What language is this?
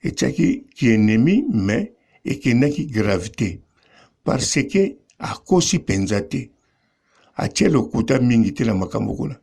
Lingala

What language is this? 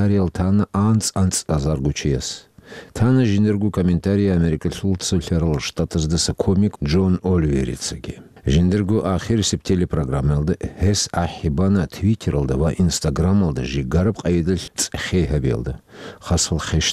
Avaric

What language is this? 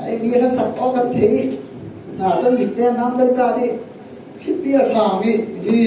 Falam Chin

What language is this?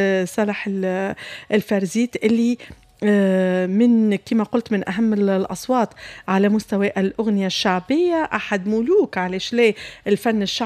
Tunisian Arabic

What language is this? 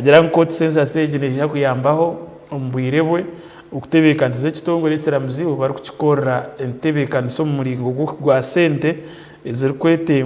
Nyankole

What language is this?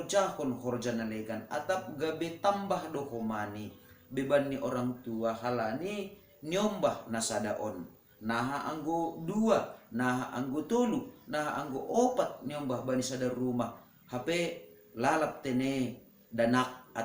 Batak Simalungun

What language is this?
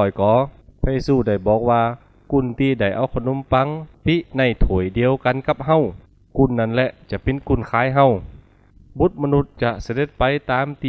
Lü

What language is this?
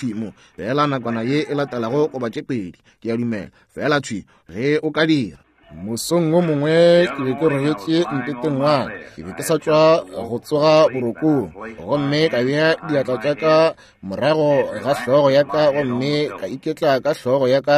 Northern Sotho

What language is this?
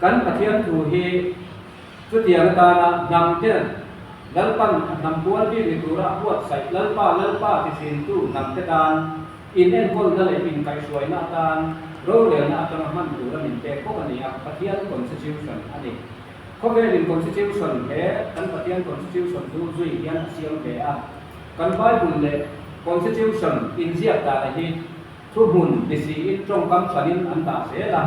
Mizo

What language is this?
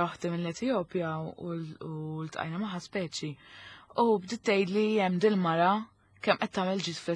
Maltese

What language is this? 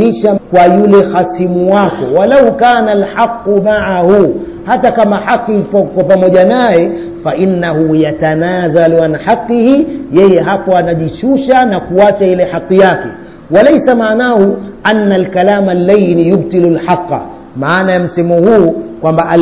Swahili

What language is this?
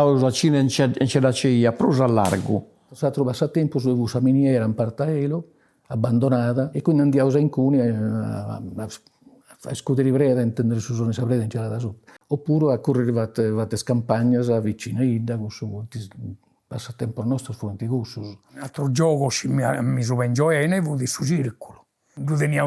Sardinian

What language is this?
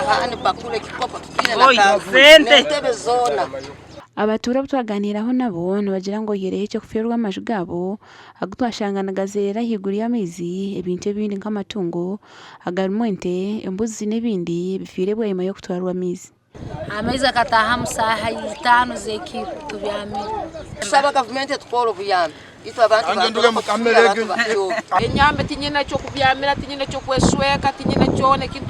Nyankole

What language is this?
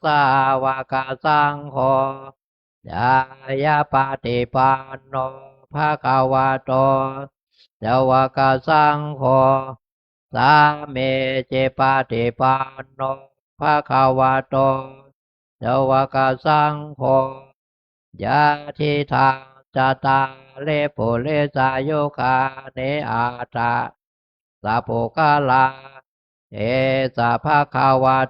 Pali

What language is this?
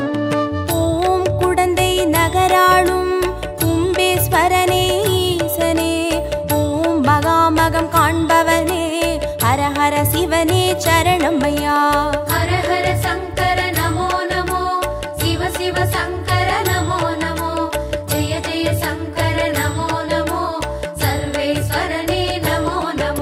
Tamil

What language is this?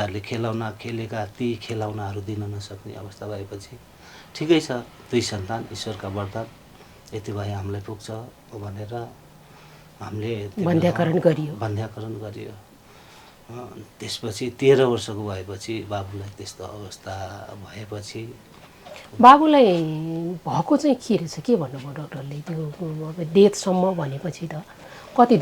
Nepali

